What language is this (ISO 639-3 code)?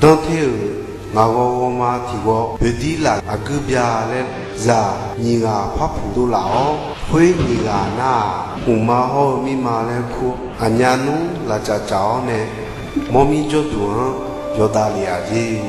ahk